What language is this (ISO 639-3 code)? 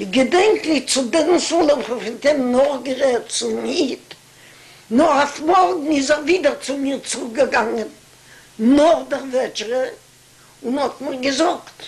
yid